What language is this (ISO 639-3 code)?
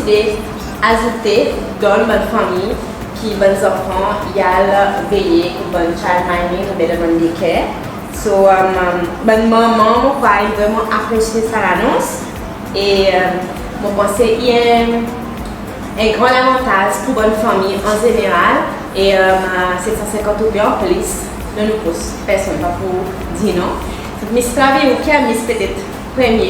crs